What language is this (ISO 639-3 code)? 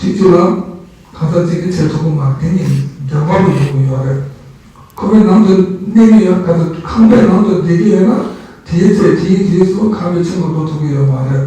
bod